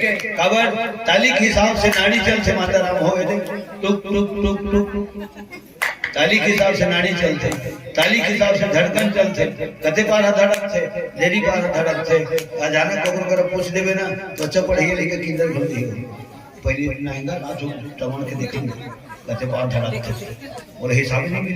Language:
Chhattisgarhi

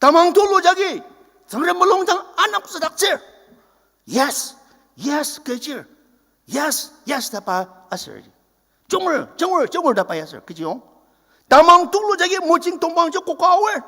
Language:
Ao Naga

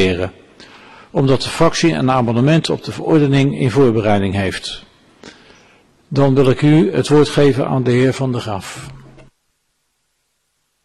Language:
Dutch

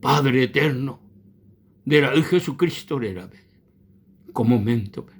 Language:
Guarani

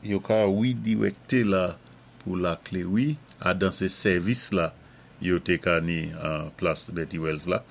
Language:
Saint Lucian Creole French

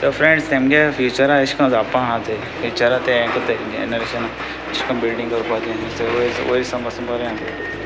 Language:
Konkani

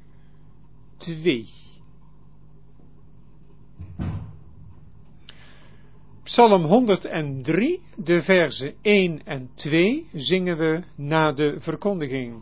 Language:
Dutch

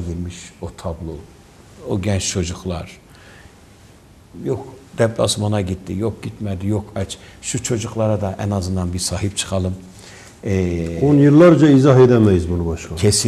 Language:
Turkish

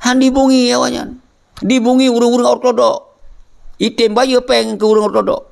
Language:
Achinese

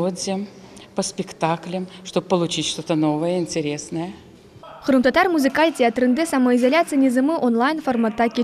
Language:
Crimean Tatar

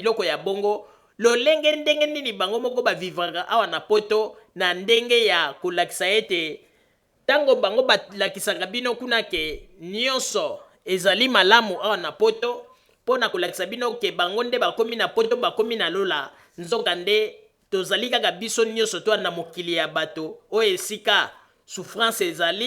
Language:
Lingala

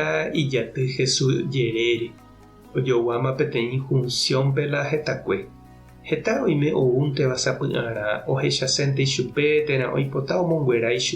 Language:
Guarani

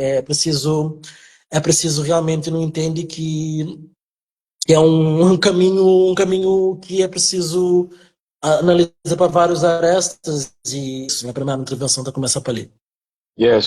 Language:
Kabuverdianu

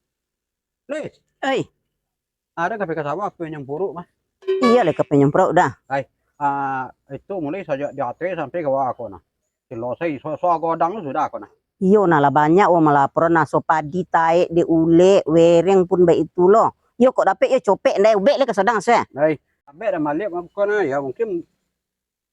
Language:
Minangkabau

